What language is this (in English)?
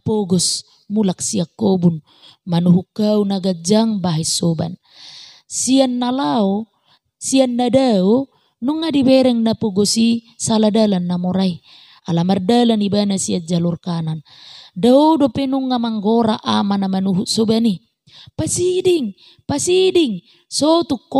Batak Toba